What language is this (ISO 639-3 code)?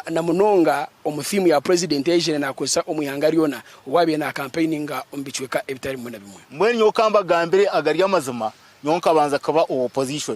nyn